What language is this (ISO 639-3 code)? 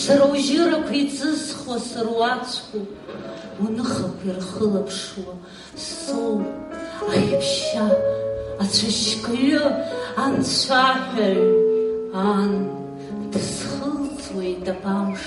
abk